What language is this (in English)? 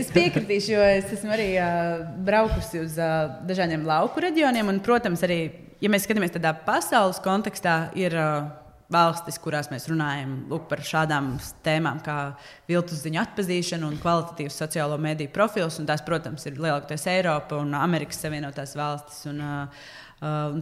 Latvian